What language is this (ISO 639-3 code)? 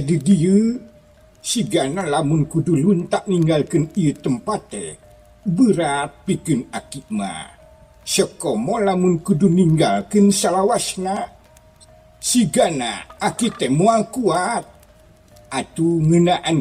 sun